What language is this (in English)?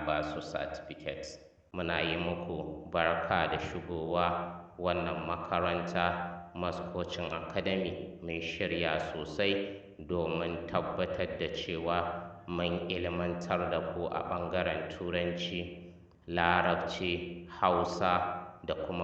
Hausa